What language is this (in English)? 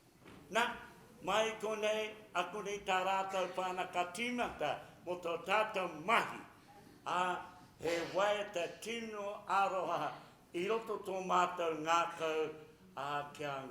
Māori